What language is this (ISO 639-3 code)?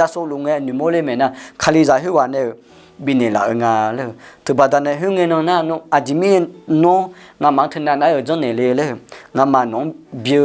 ahk